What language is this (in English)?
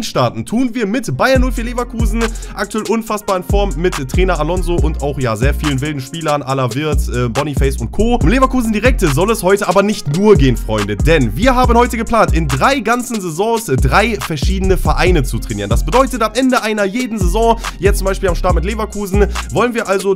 German